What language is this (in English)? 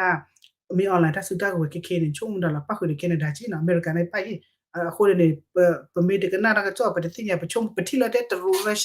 S'gaw Karen